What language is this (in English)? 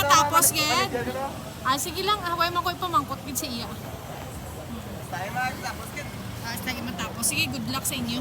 Hiligaynon